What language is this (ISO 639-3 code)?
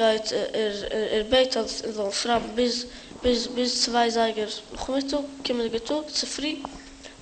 yid